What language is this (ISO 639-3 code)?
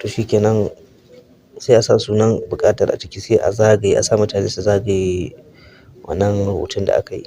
hau